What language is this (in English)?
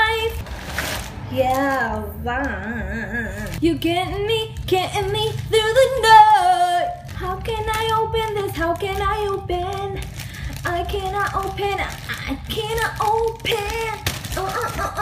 Filipino